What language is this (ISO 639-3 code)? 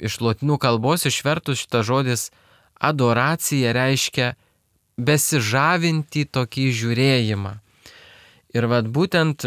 lit